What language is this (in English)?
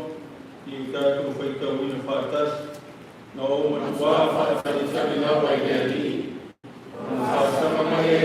Samoan